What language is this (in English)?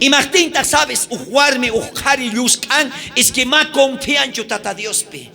South Bolivian Quechua